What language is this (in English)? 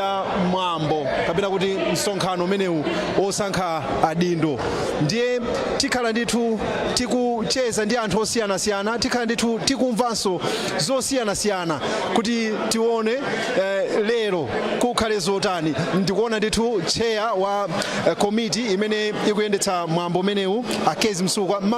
Nyanja